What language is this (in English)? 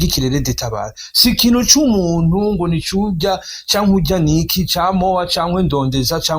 Rundi